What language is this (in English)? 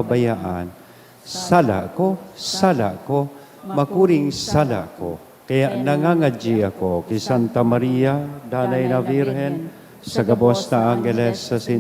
Bikol